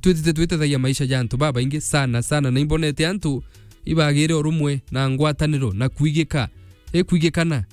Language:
Meru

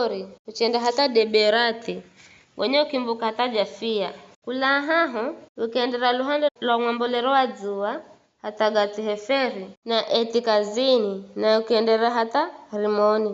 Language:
Giryama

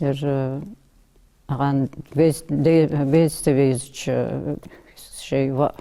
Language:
Ingush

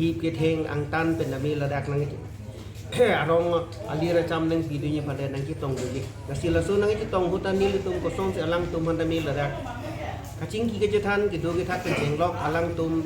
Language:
Karbi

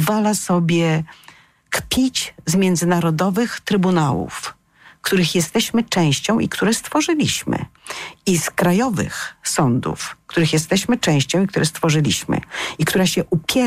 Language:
Polish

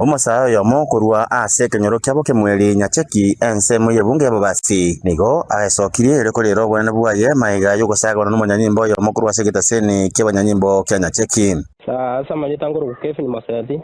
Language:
Gusii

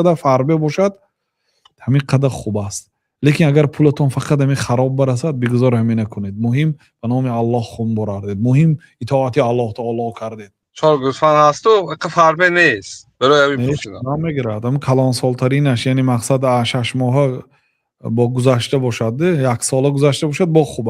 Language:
Tajik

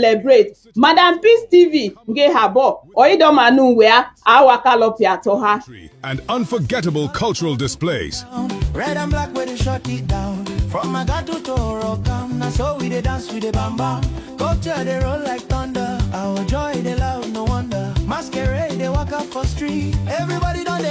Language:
Idoma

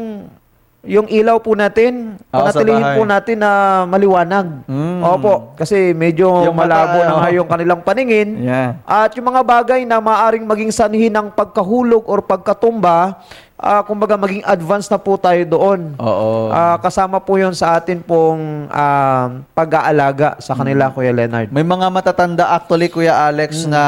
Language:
Filipino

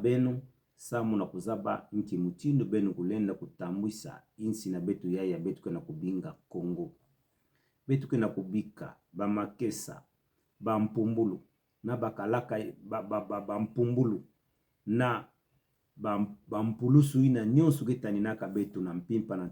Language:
Kituba (Democratic Republic of Congo)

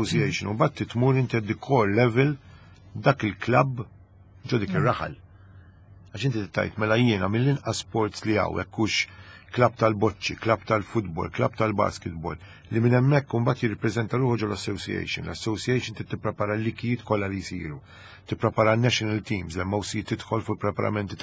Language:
Maltese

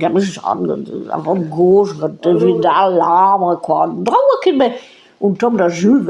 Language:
Breton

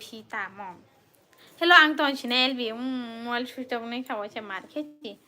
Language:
Kok Borok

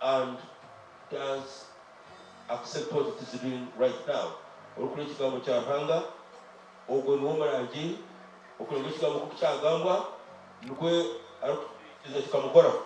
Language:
Nyankole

